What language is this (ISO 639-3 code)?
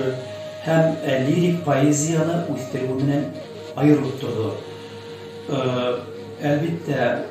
bak